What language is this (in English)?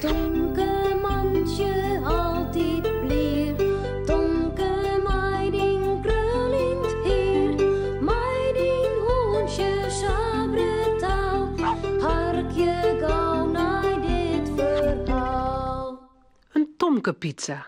Western Frisian